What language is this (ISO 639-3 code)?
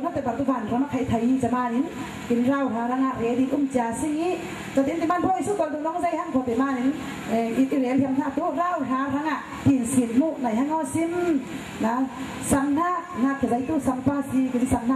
cfm